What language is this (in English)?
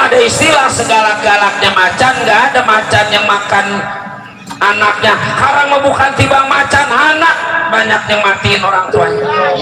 Betawi